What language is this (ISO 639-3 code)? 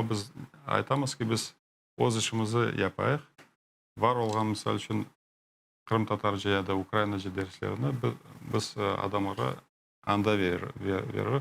crh